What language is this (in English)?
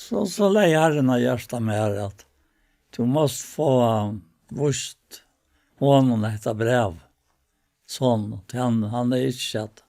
Faroese